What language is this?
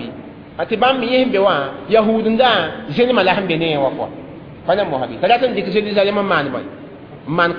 Mossi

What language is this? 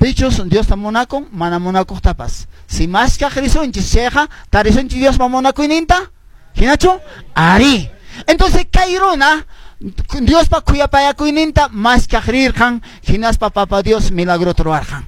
Quechua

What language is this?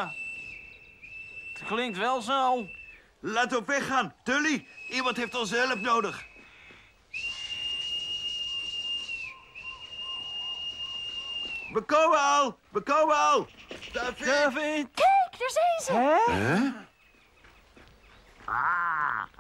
Dutch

